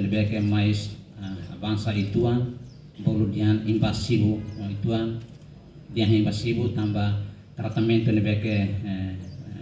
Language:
Tetum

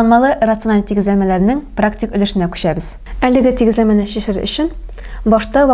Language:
Tatar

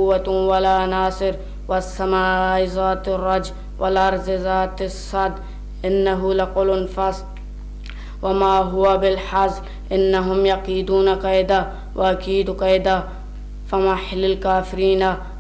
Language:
Eastern Balochi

